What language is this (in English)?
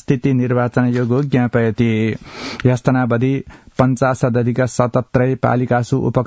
Sanskrit